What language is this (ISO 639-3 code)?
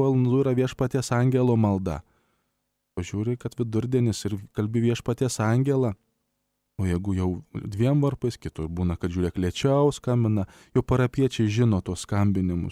lit